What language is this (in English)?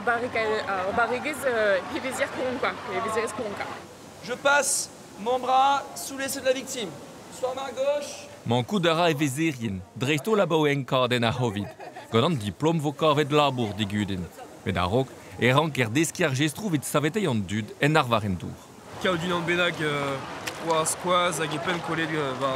Breton